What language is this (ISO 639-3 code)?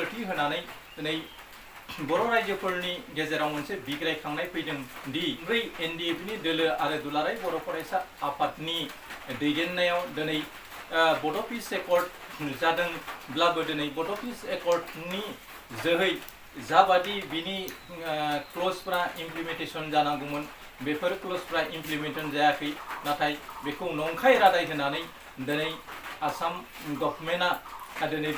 brx